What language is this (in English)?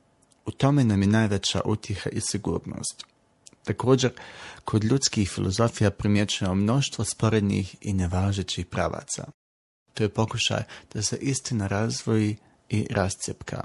Bosnian